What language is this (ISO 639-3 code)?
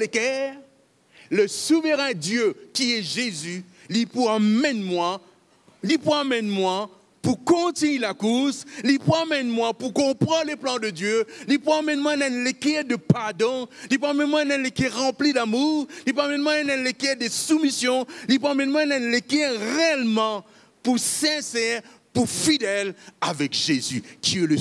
mfe